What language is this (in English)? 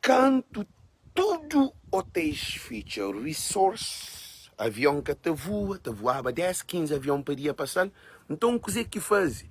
Kabuverdianu